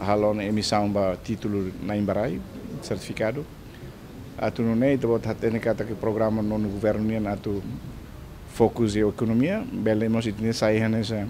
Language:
Tetum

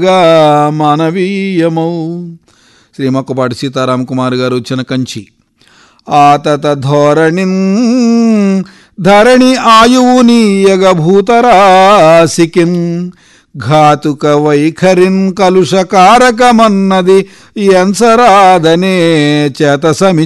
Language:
Telugu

